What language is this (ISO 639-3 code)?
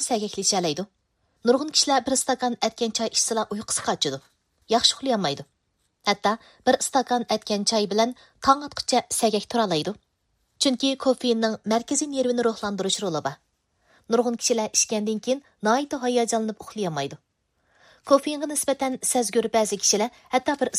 uig